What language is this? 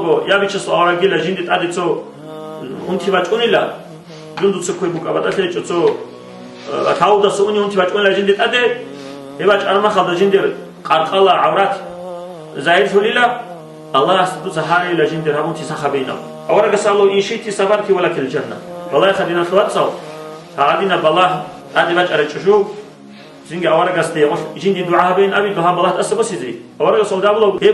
Avaric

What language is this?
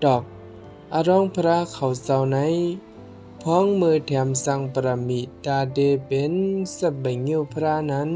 Shan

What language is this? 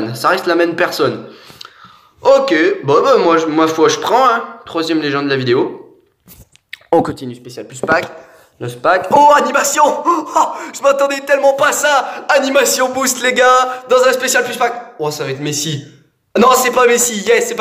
French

